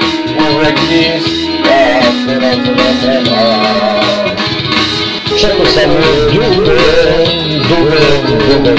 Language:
Serbian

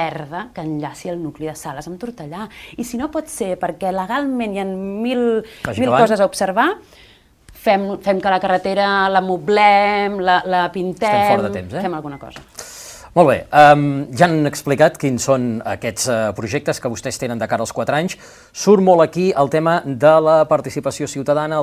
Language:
Catalan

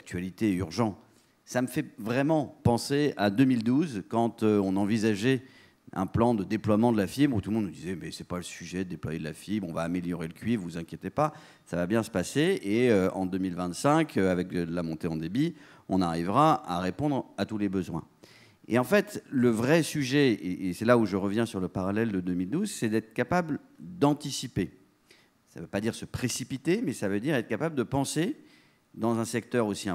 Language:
French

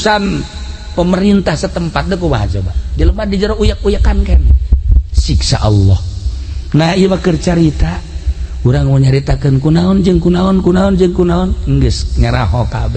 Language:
Sundanese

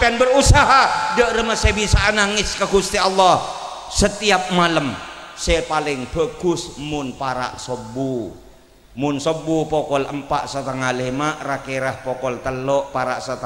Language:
Madurese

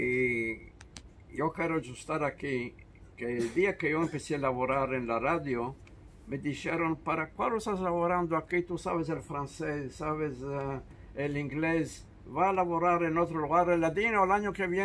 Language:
Ladino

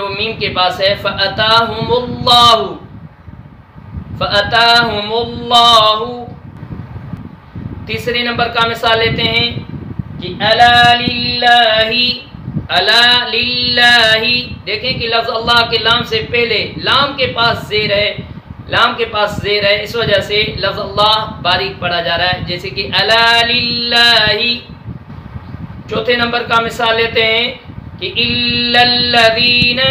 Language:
Urdu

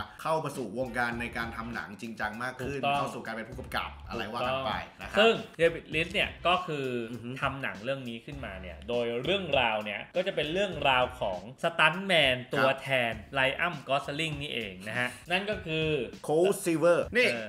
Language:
Thai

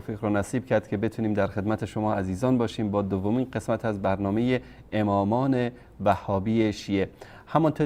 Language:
Persian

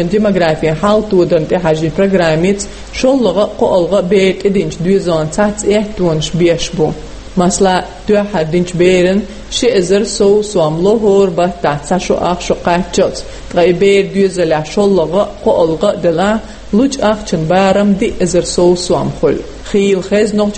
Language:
Chechen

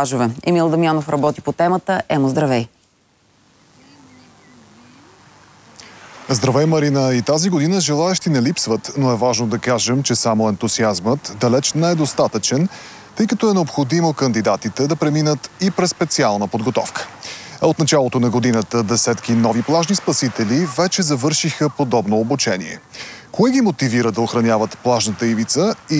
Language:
Bulgarian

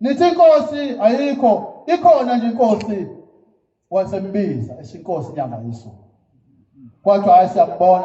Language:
Zulu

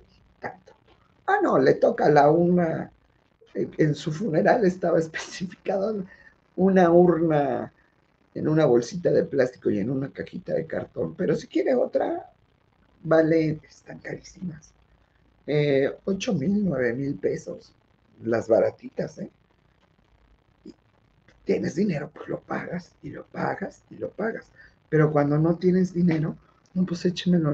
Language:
Spanish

